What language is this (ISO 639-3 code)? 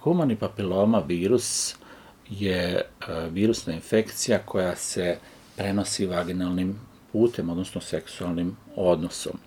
srp